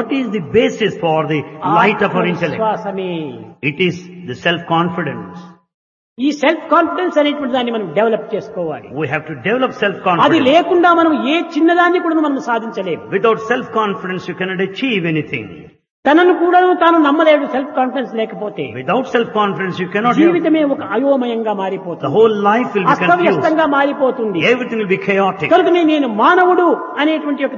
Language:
Telugu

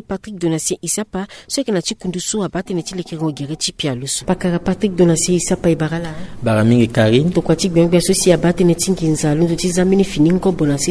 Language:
Sango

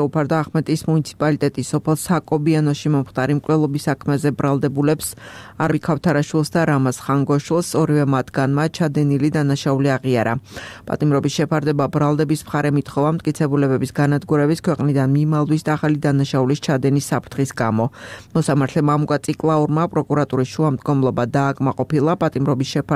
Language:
Georgian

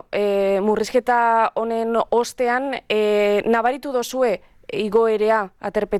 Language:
Basque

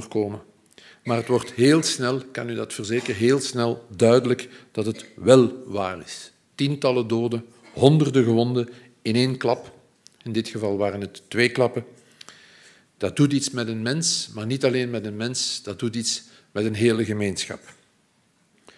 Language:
Dutch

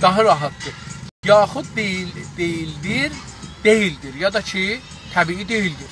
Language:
South Azerbaijani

